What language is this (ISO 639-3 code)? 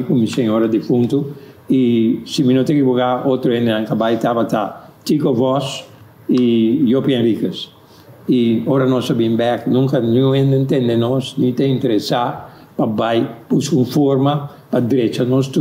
pap